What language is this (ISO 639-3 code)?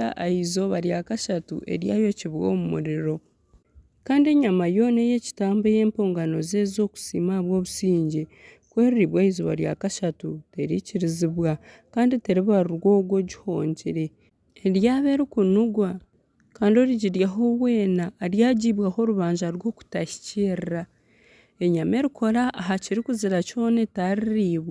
nyn